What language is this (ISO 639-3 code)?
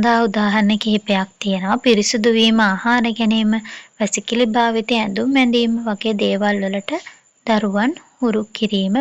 sin